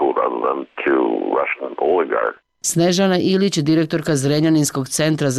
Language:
Serbian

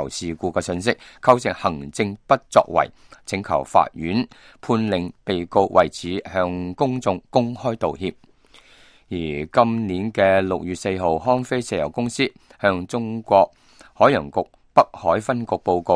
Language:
Cantonese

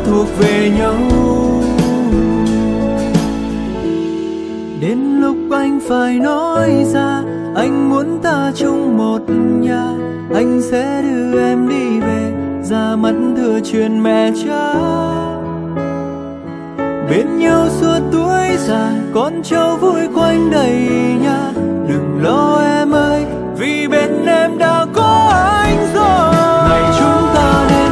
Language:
Vietnamese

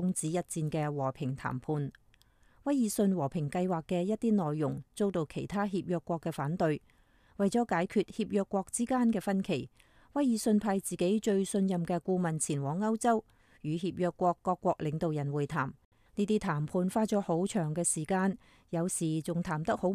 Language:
Cantonese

